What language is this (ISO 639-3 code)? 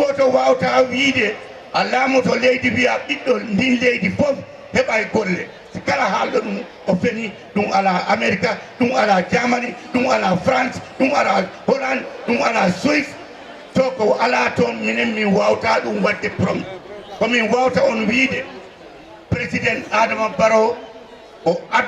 ful